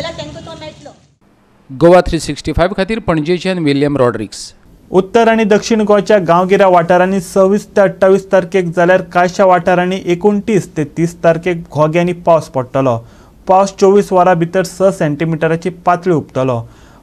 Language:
Konkani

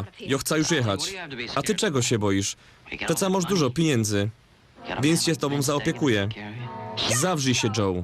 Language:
Silesian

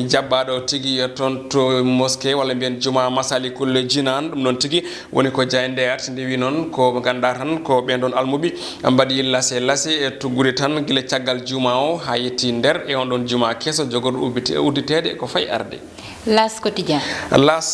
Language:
Fula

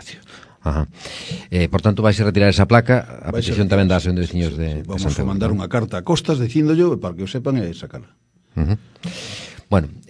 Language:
Galician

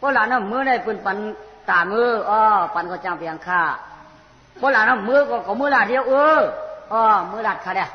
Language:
Shan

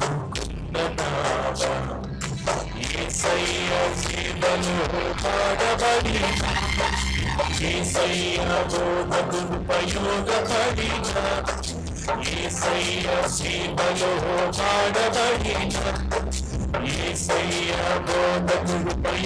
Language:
Telugu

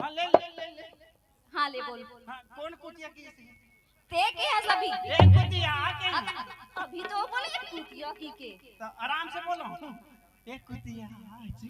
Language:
Chhattisgarhi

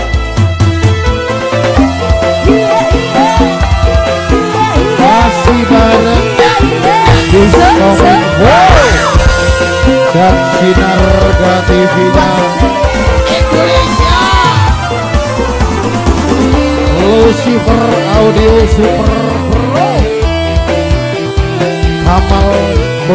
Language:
Indonesian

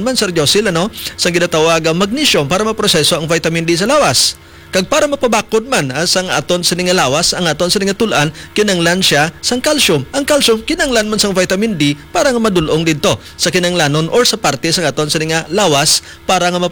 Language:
Hiligaynon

